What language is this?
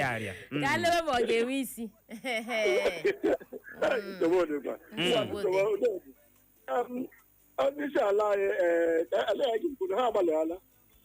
Igbo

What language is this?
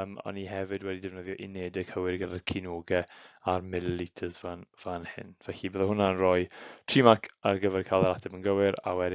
Welsh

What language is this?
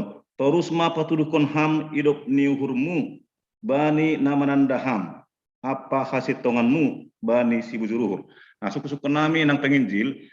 Batak Simalungun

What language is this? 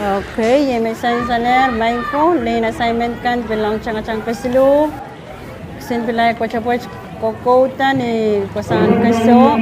Pohnpeian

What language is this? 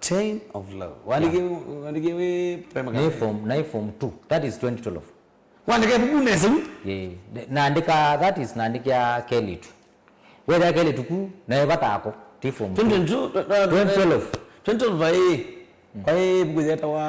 Kamba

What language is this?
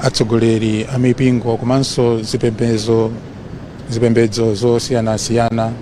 Nyanja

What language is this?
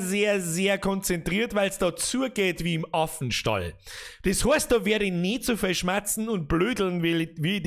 Bavarian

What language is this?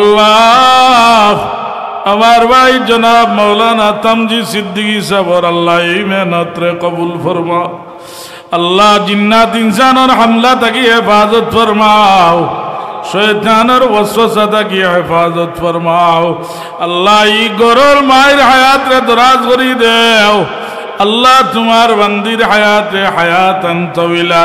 Sylheti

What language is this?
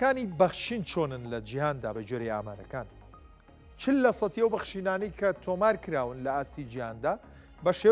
Central Kurdish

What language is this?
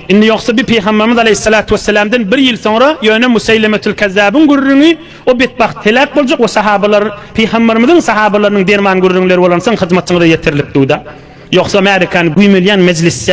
Turkmen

